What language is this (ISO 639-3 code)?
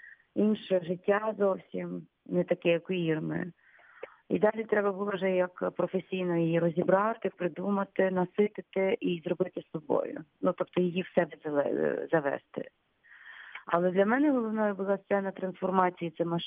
ukr